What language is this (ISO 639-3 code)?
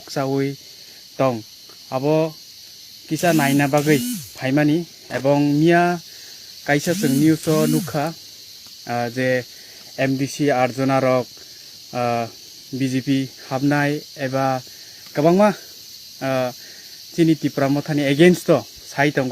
trp